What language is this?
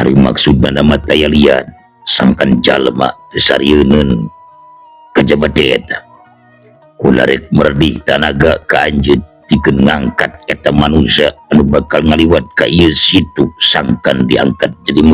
Sundanese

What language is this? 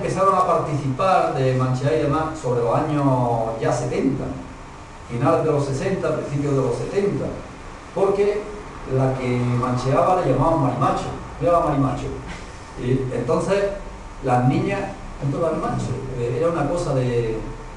Spanish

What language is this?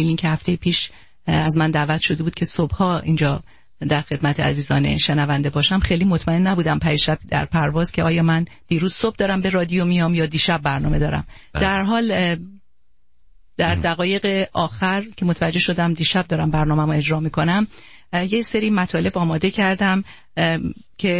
Persian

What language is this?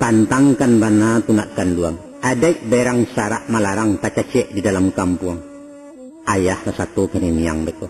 Minangkabau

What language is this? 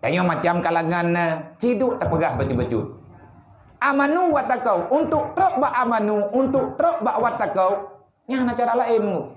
Achinese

